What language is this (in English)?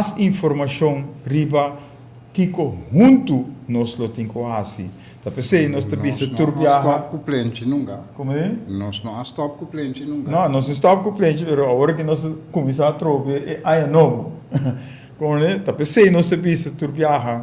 Papiamento